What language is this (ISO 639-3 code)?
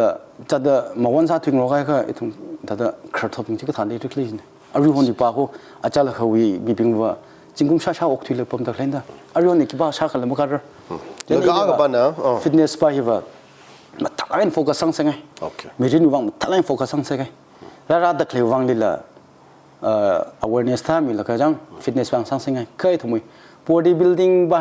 nmf